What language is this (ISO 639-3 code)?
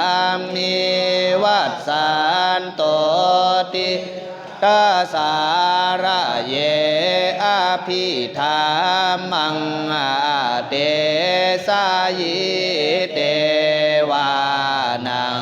pli